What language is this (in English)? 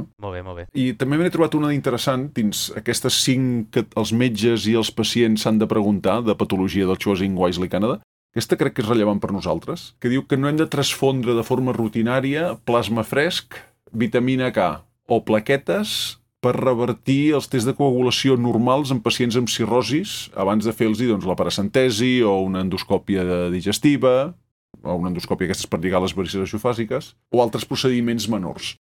Catalan